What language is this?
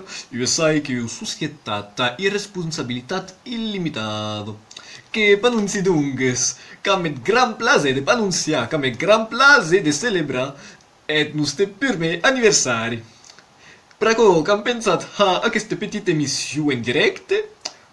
Occitan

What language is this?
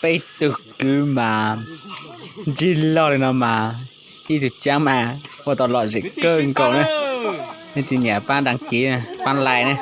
Hmong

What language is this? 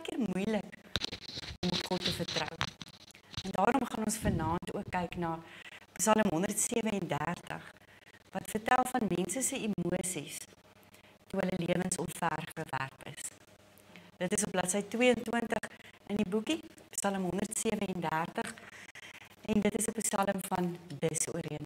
Afrikaans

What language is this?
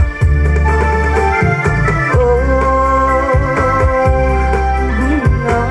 Malay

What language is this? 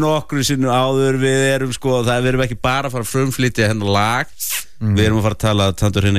Icelandic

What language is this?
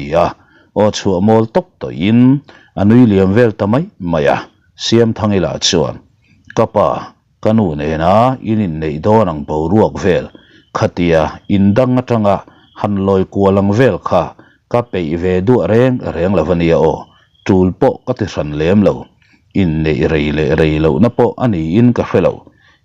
Mizo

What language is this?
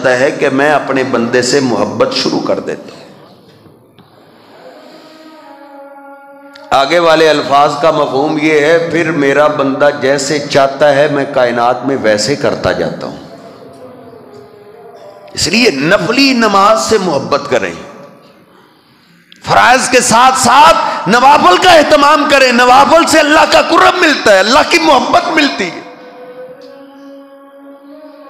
Urdu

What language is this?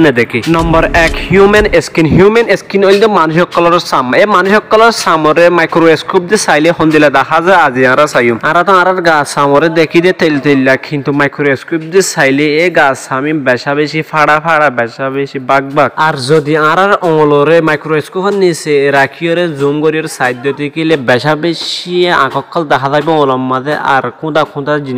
Rohingya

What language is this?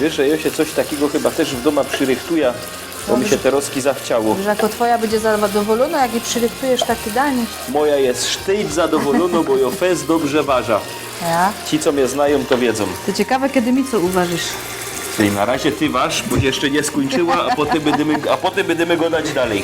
Silesian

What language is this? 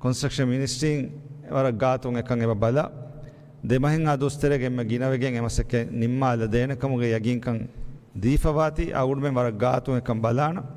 Divehi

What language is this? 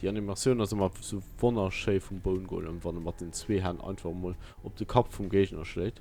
Luxembourgish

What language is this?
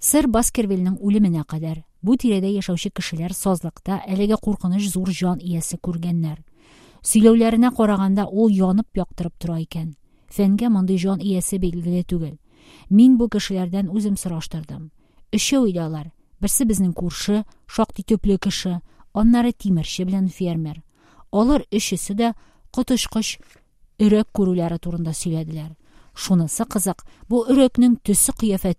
Tatar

